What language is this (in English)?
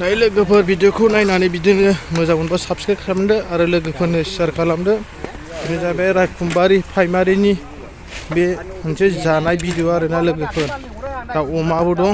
Bodo